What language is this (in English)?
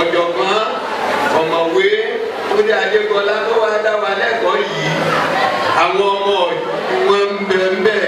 Yoruba